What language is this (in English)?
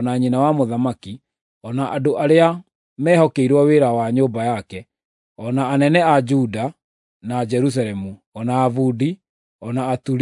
Kikuyu